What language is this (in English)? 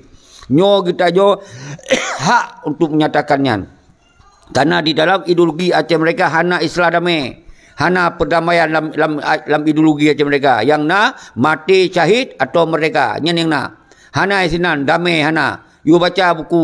Achinese